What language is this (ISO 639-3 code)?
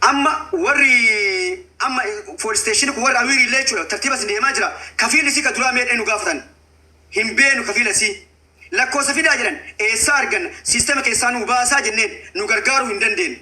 orm